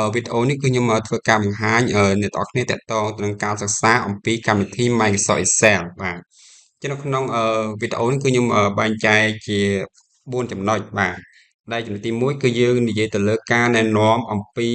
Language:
Khmer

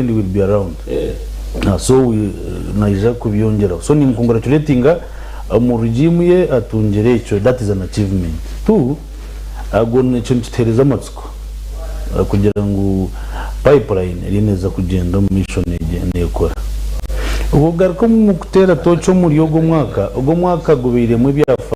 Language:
Nyankole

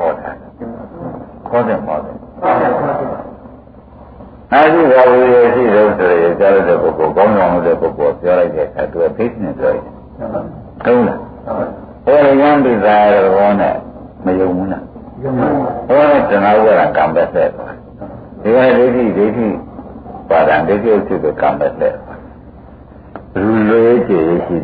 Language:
Burmese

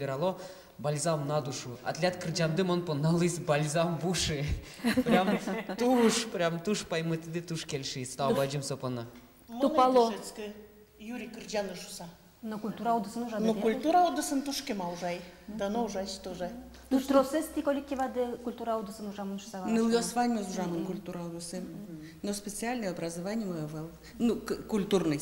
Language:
Udmurt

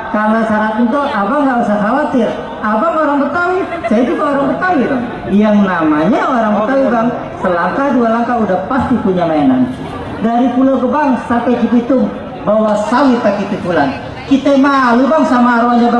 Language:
Betawi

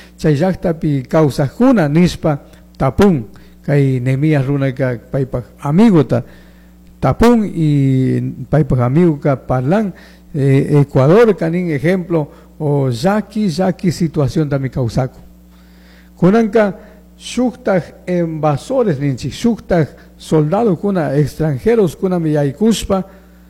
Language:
Chimborazo Highland Quichua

